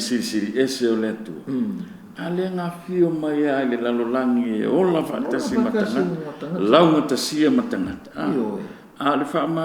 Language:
Samoan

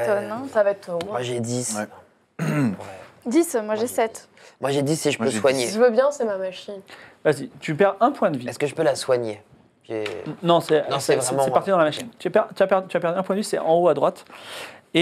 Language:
French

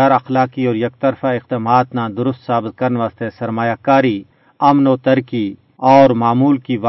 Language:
Gujari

